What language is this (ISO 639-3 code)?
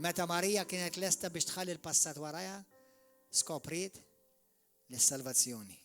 mlt